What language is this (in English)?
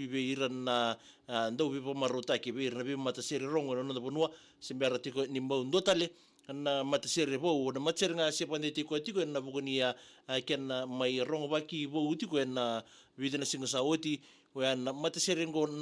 Fijian